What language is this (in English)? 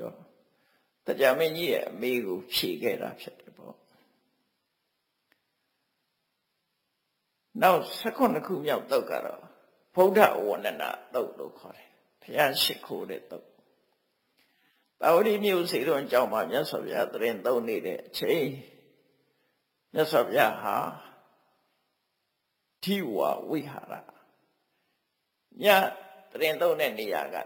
Burmese